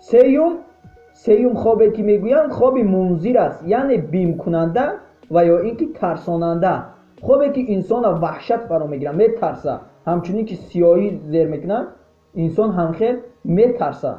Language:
Tajik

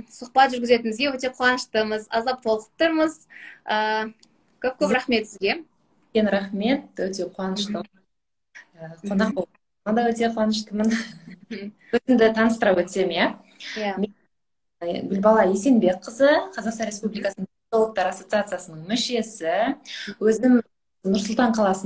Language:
Kazakh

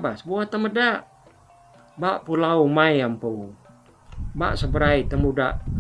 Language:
Iban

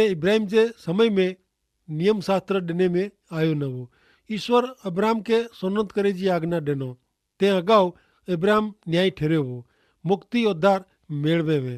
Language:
Kachhi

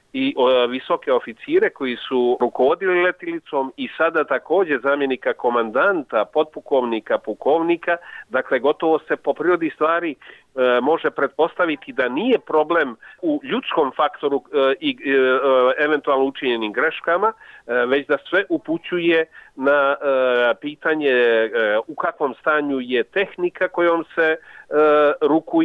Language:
Bosnian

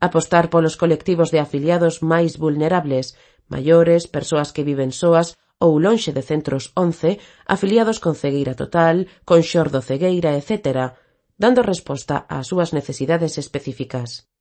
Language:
Galician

